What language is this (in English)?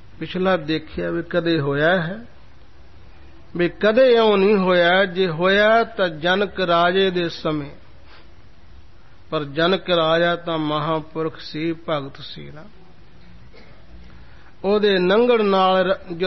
Punjabi